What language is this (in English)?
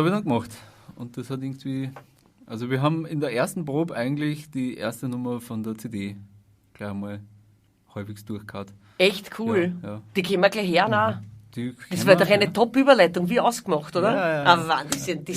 Bavarian